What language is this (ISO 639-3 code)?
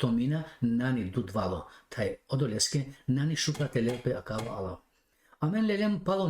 rmn